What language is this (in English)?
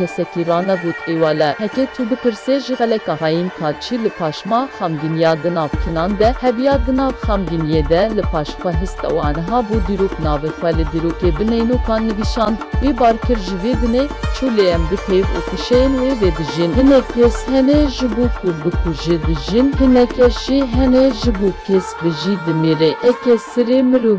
Kurdish